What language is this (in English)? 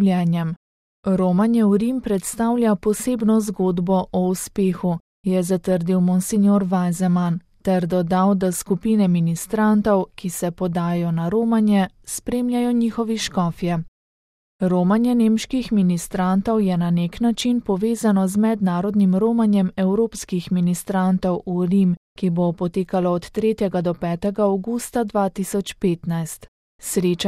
Slovenian